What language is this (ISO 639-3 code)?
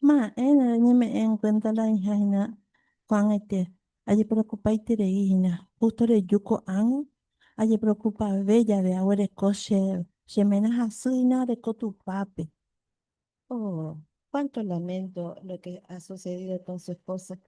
grn